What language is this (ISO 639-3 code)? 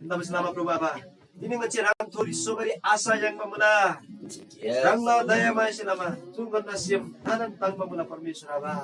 taj